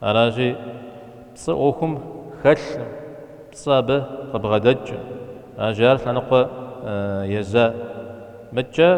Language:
Kabardian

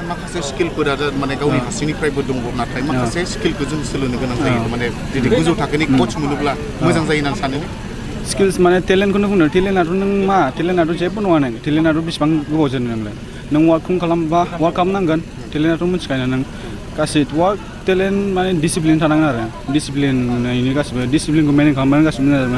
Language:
Bodo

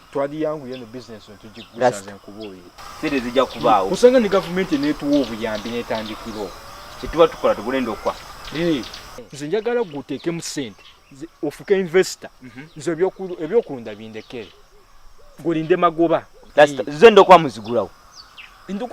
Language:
Ganda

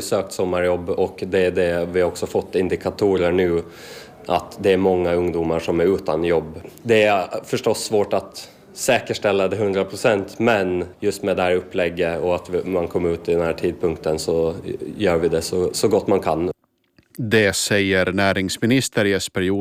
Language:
Swedish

